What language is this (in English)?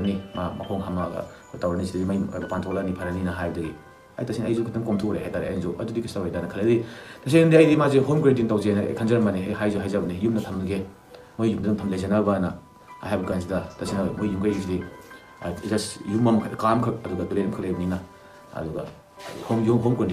Manipuri